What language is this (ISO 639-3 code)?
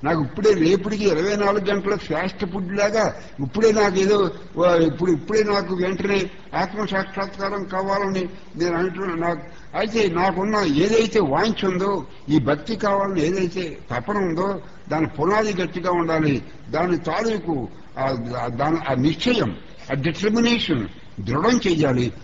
tel